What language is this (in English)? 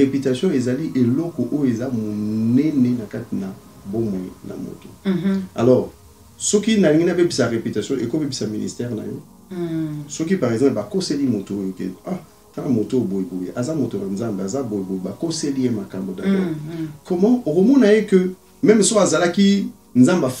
Lingala